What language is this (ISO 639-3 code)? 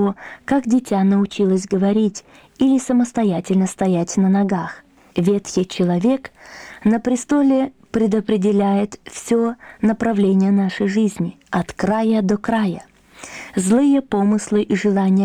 rus